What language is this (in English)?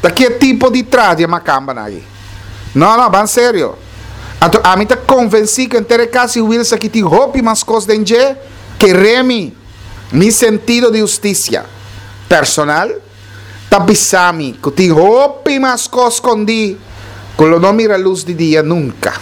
Papiamento